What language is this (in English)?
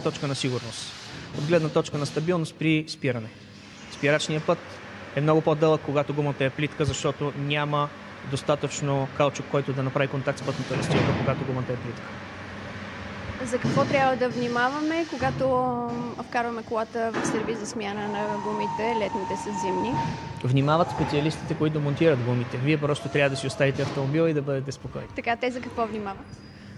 Bulgarian